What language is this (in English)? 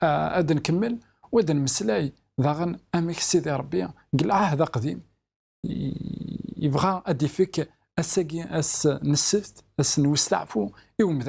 Kabyle